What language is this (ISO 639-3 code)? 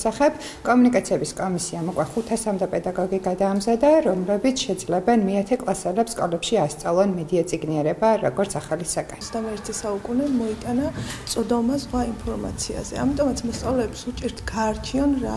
kat